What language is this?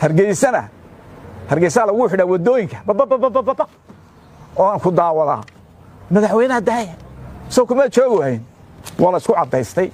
Somali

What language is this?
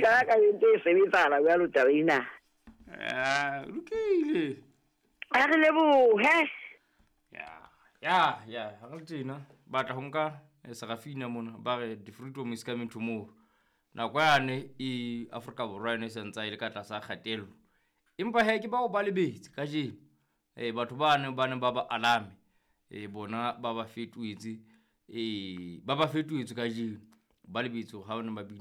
Southern Sotho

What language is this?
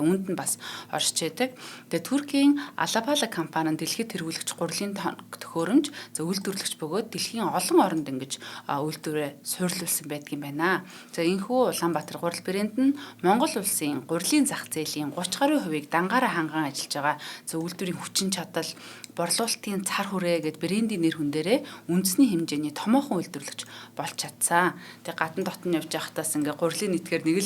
Mongolian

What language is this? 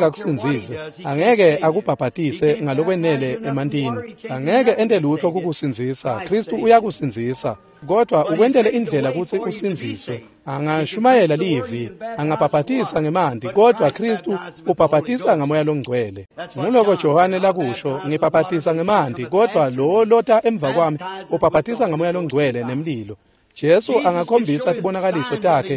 Swati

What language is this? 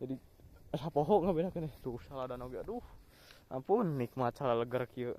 Sundanese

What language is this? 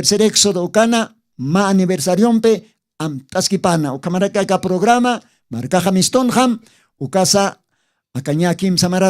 Aymara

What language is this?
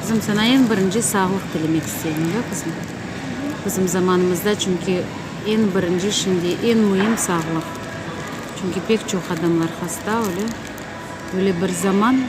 Crimean Tatar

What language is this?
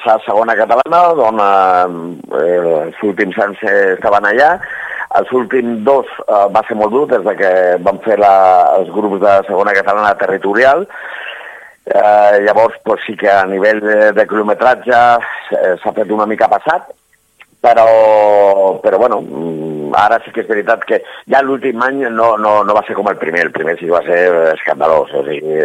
Catalan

